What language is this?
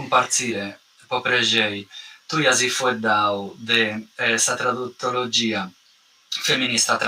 Sardinian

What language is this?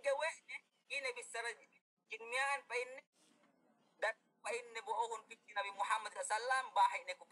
Yakan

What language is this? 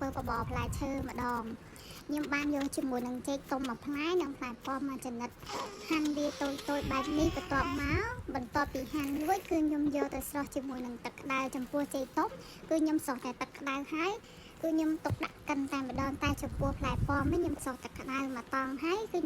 Khmer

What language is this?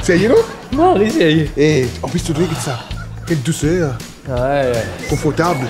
Morisyen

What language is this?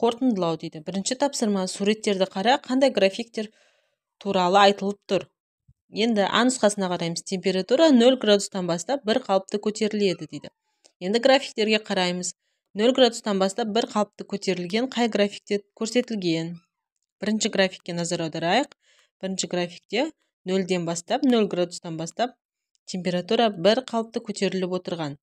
Kazakh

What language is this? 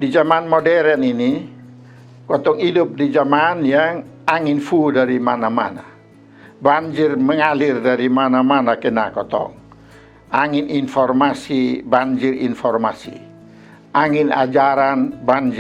Kupang Malay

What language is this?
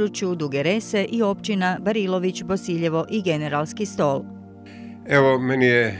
Croatian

